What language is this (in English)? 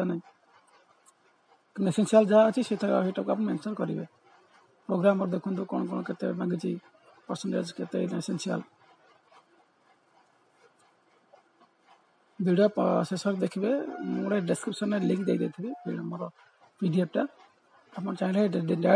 Odia